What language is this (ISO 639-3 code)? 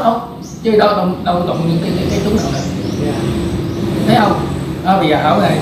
vie